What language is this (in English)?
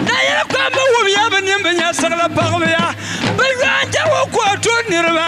Dagbani